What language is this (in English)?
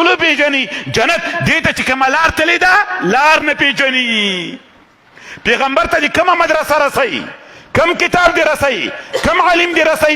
Pashto